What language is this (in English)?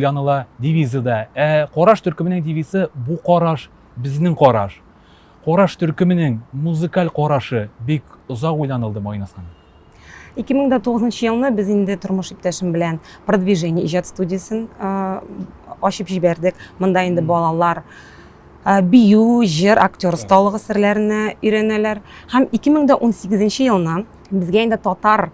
Tatar